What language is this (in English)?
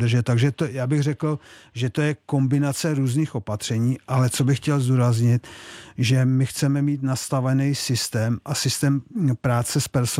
Czech